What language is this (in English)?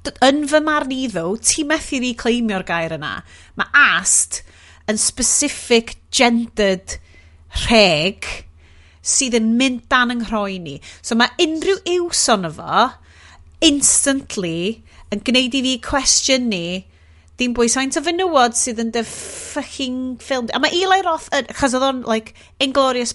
Welsh